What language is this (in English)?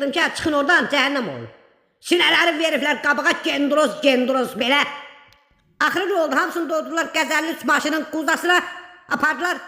Azerbaijani